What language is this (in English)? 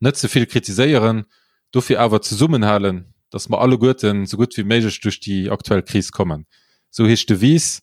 Luxembourgish